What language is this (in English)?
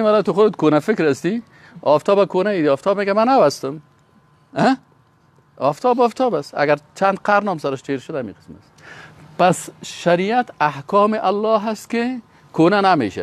Persian